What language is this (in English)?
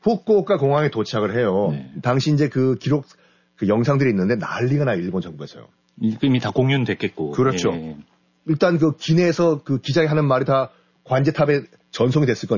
Korean